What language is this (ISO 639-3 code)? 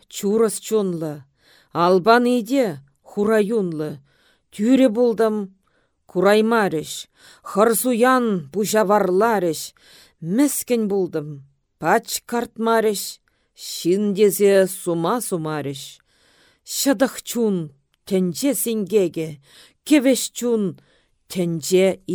chv